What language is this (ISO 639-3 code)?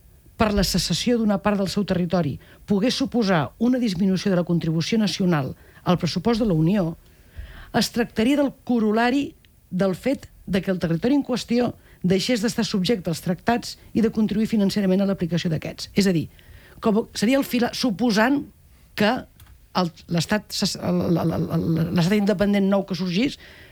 cat